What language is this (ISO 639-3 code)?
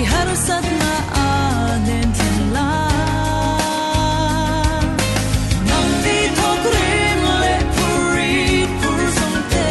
cfm